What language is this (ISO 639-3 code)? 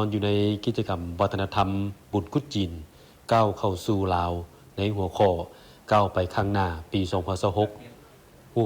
lao